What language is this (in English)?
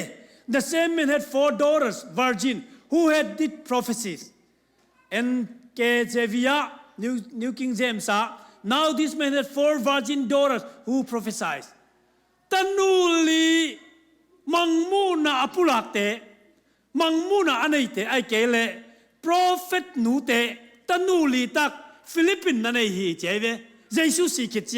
Tedim Chin